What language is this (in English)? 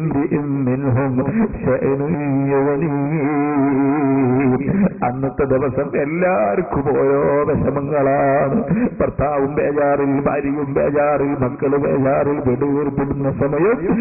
Malayalam